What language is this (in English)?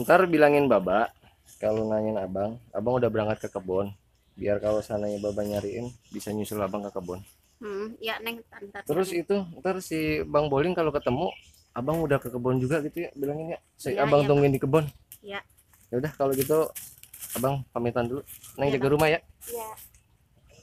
Betawi